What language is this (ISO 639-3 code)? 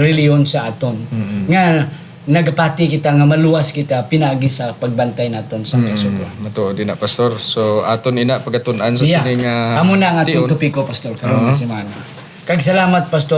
hil